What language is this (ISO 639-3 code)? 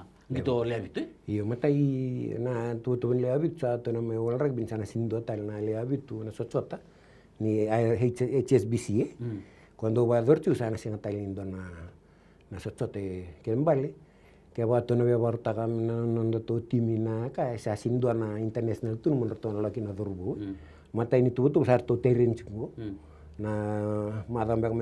fij